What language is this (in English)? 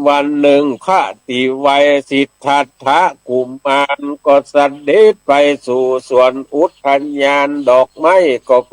Northern Thai